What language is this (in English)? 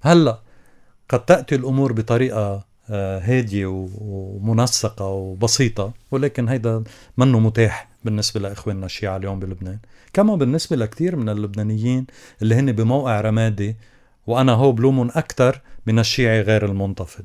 North Levantine Arabic